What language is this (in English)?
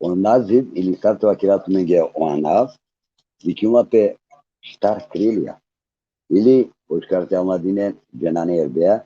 Balkan Romani